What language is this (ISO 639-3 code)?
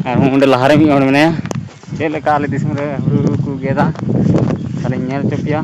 sat